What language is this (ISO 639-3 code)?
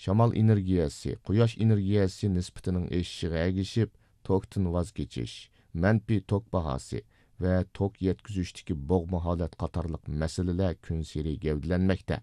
uig